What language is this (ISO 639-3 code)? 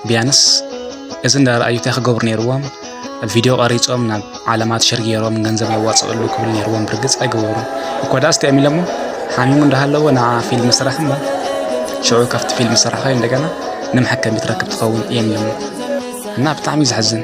tir